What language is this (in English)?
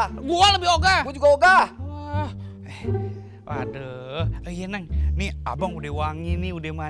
Betawi